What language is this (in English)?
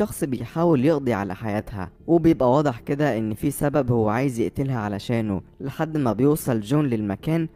Egyptian Arabic